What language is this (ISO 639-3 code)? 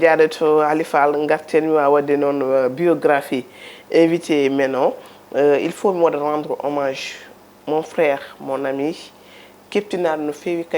ful